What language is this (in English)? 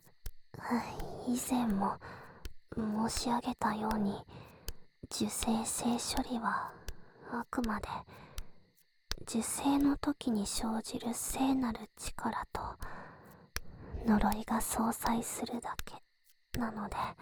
Japanese